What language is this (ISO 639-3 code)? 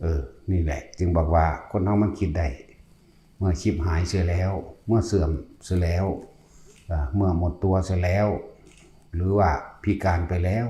tts